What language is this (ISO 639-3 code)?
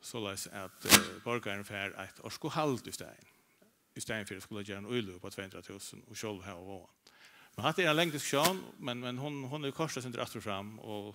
fao